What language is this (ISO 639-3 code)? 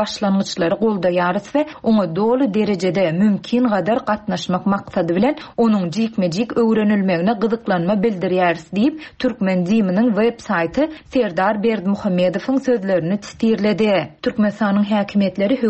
tuk